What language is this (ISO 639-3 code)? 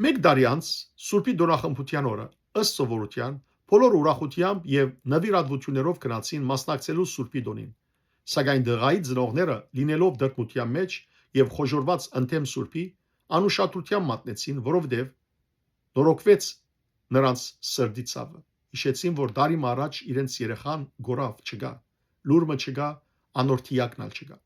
hyw